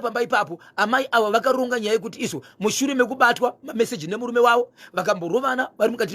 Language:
Shona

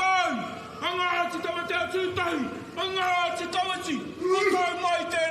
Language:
Māori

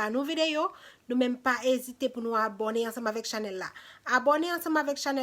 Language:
Haitian Creole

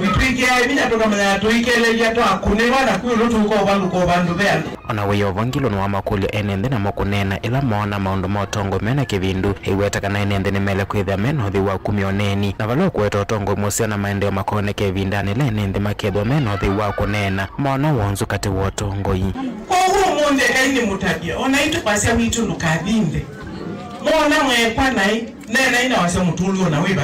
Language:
Kamba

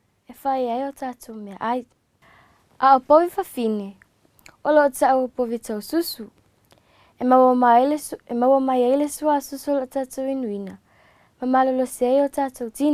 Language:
Samoan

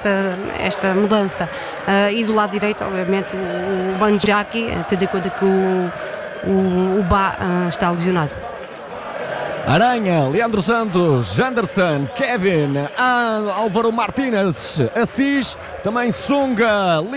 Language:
Portuguese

